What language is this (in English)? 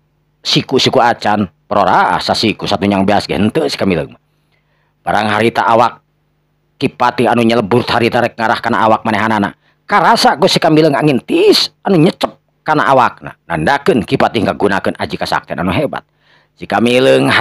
Sundanese